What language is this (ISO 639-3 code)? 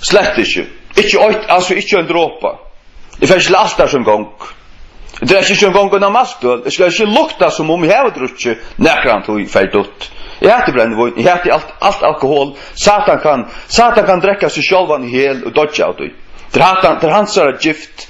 fao